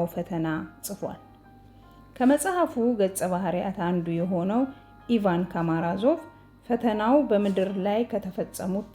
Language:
Amharic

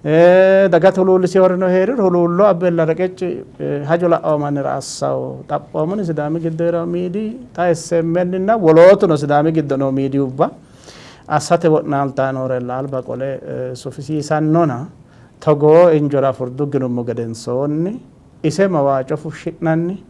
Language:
Sidamo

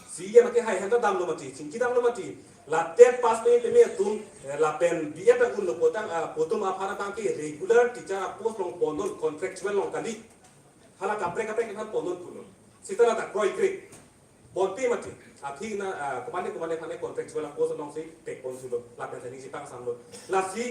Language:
Karbi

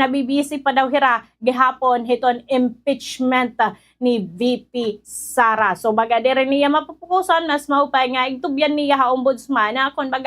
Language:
Waray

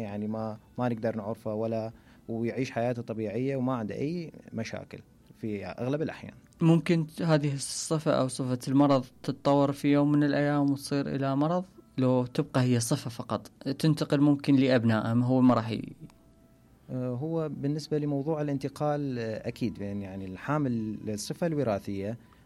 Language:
Mesopotamian Arabic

